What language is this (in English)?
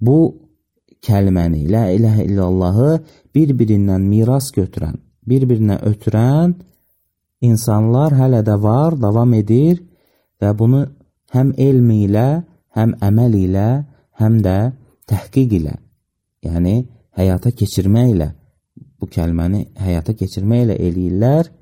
Azerbaijani